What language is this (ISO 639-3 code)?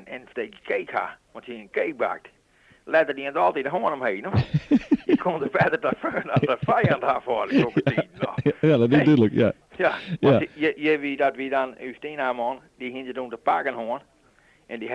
fry